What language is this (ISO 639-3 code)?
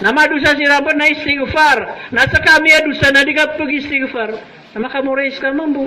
mrw